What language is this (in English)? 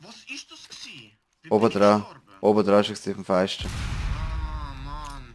Swiss German